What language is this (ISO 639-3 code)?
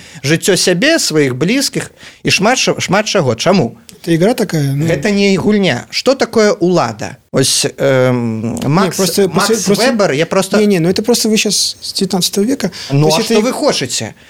bel